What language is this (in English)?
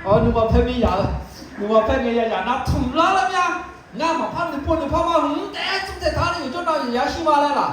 Akha